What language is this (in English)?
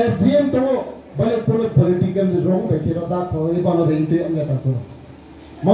Riang (India)